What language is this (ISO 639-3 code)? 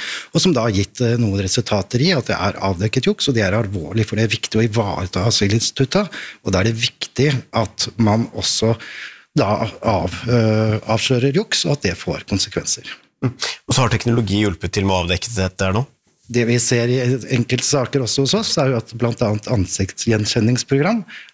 nor